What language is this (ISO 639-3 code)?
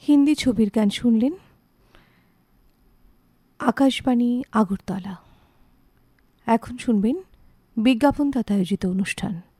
ben